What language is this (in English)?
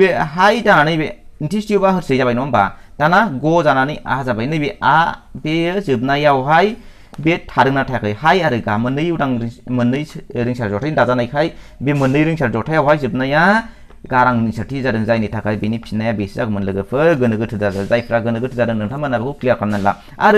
Bodo